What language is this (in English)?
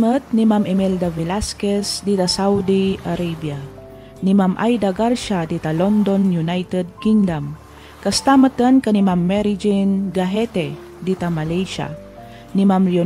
Iloko